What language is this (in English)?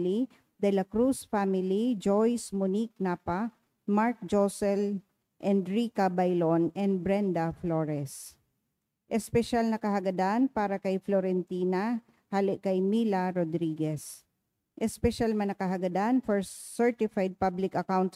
Bikol